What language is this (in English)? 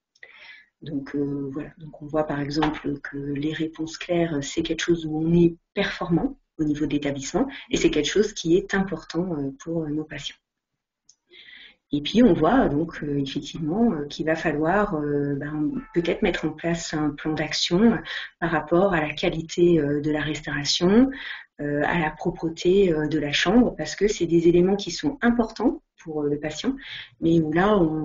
French